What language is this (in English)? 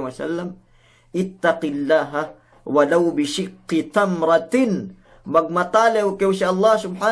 Yakan